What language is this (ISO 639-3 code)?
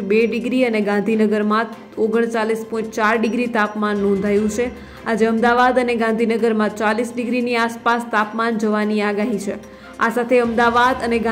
guj